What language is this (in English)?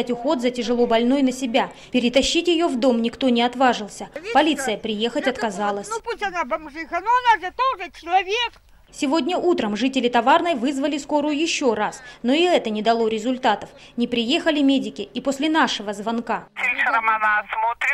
Russian